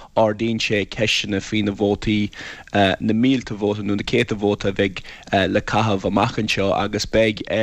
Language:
Irish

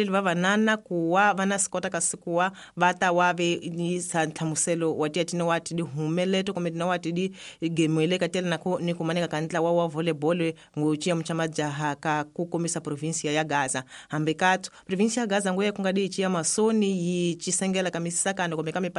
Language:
Tsonga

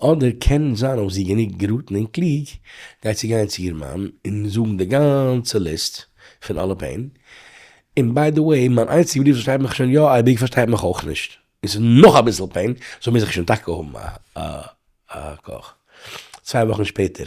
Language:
Yiddish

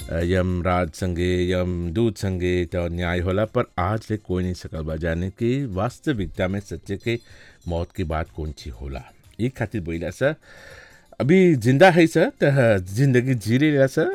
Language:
Bhojpuri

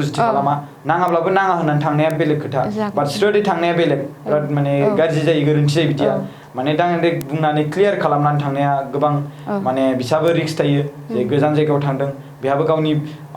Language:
Bodo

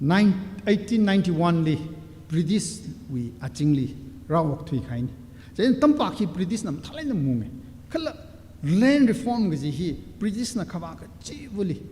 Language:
Tangkhul Naga (India)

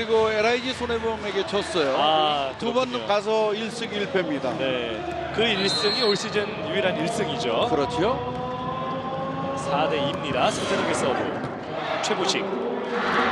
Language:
Korean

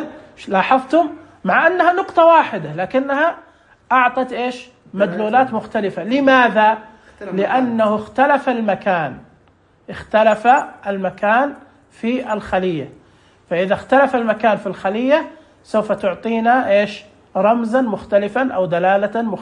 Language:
Najdi Arabic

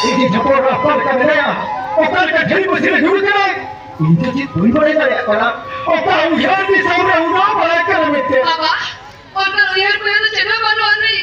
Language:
Santali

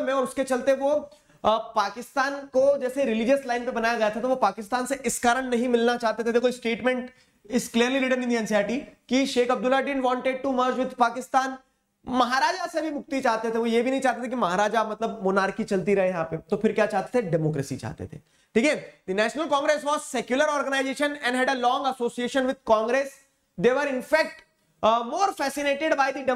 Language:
Hindi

